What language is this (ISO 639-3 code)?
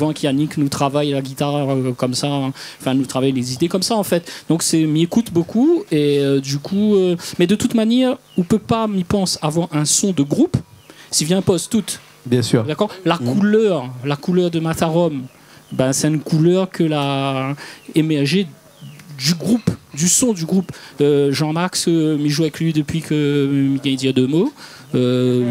rcf